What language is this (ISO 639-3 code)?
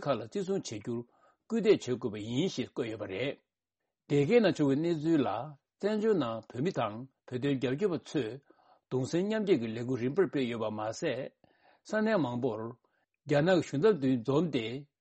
bod